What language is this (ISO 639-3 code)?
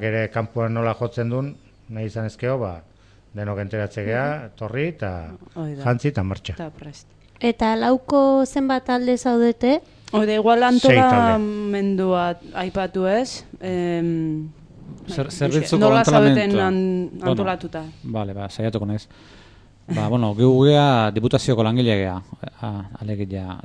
eus